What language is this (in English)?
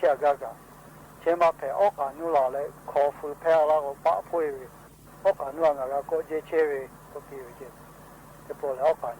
Lahu